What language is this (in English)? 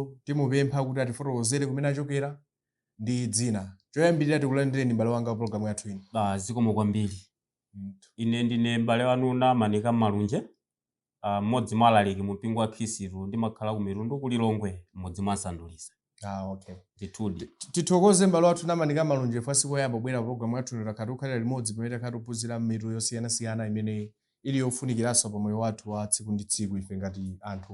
Nyanja